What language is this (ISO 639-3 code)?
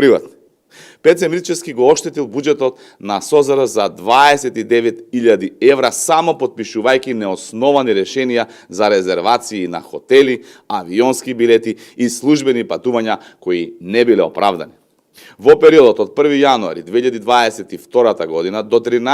mkd